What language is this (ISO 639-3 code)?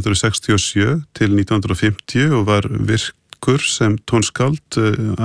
isl